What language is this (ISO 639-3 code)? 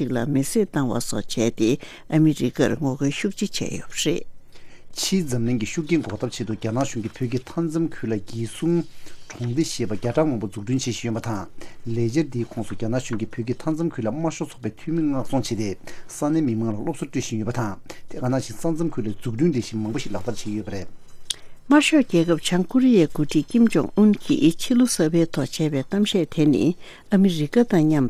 bod